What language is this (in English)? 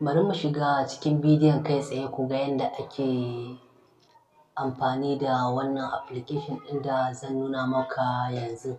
Hausa